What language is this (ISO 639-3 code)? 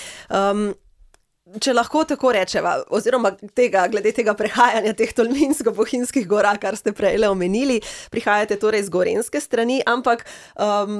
slv